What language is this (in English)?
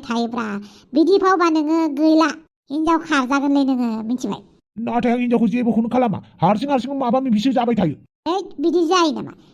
Bodo